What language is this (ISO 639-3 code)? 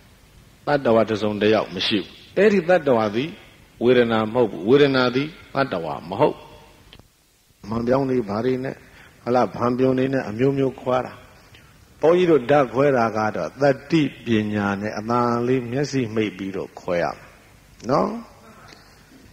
mya